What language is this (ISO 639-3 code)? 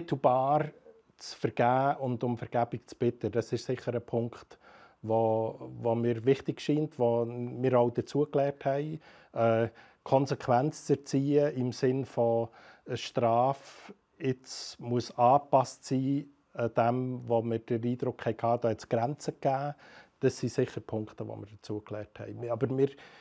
gsw